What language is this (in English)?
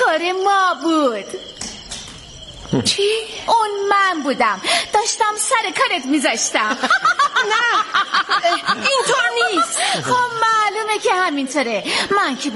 Persian